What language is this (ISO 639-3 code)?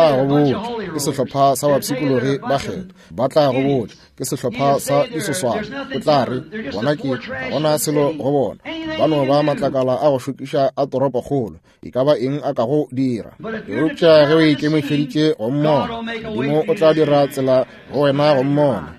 nso